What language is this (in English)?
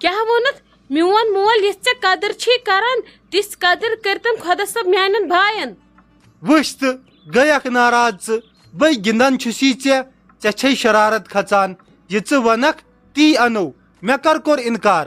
Kashmiri